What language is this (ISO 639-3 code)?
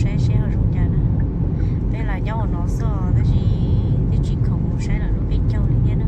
hmn